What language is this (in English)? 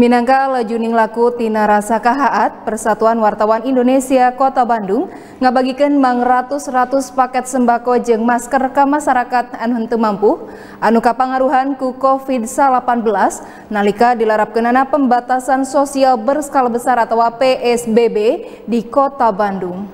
Sundanese